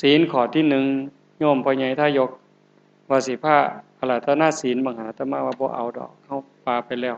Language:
Northeastern Thai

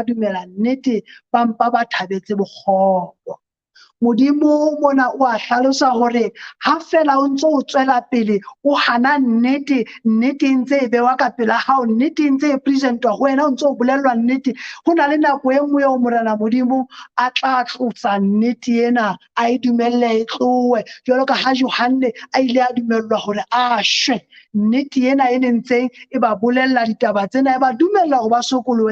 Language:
Southern Sotho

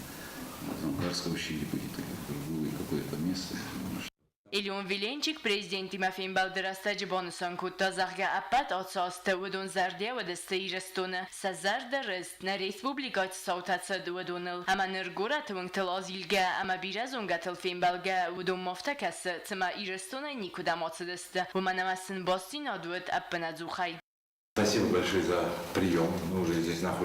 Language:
Ossetic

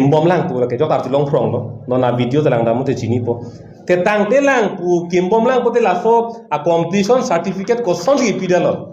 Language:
Karbi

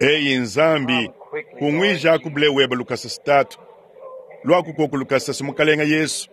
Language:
Luba-Lulua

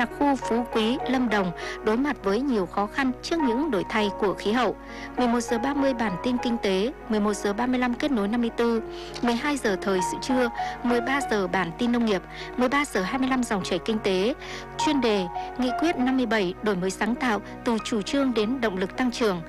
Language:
Vietnamese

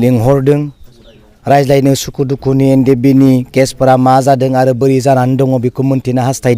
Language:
Bodo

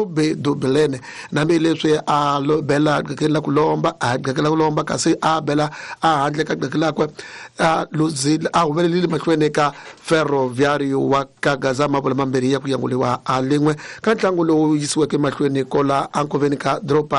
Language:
Tsonga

